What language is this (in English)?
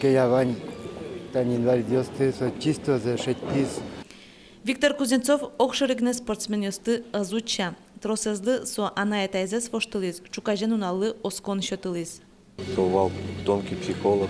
Udmurt